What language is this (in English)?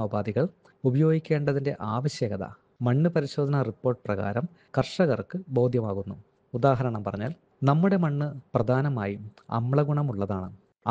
Malayalam